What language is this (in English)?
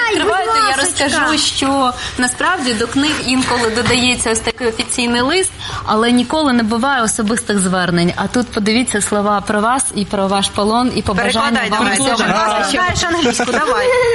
Ukrainian